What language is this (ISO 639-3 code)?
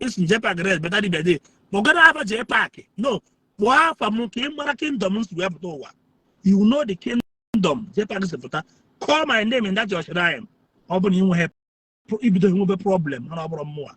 ibo